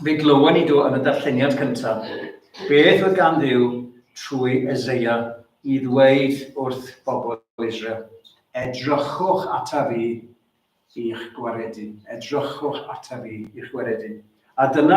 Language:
Welsh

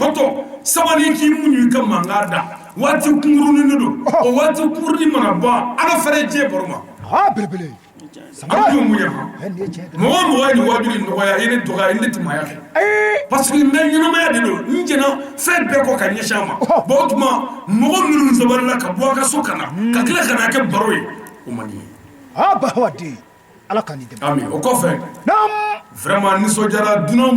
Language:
Bambara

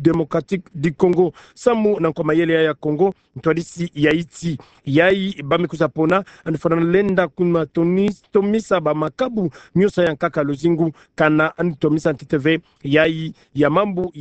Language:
Kituba (Democratic Republic of Congo)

